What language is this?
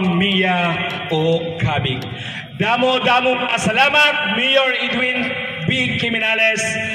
Waray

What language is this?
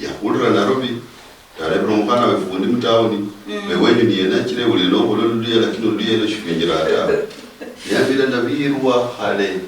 Luyia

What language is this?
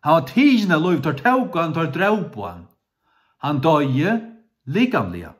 Faroese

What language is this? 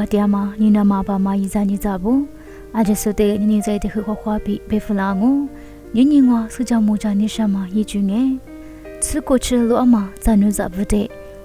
Lisu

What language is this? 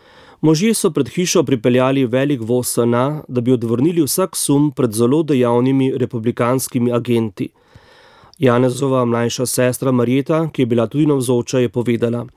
Slovenian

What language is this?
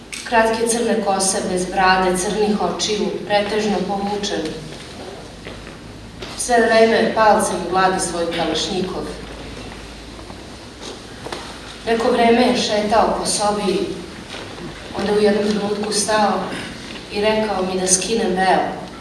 Serbian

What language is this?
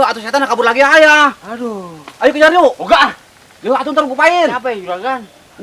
Betawi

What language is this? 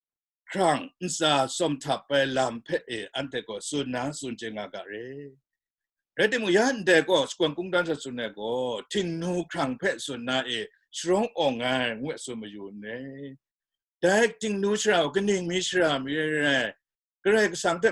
Kachin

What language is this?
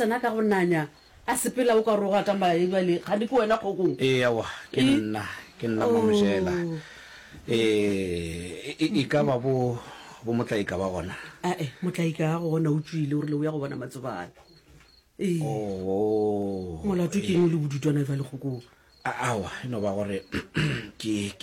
Northern Sotho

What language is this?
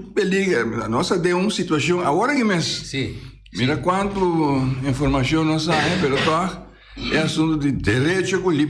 Papiamento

